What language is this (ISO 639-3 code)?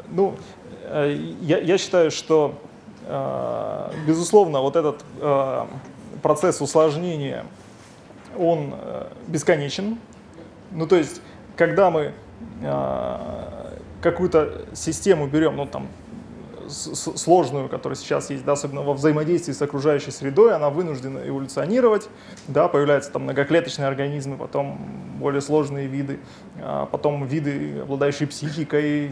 rus